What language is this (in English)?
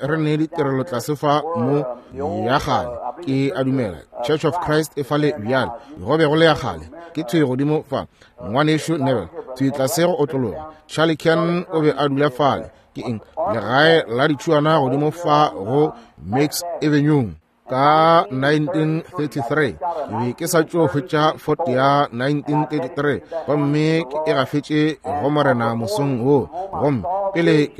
Northern Sotho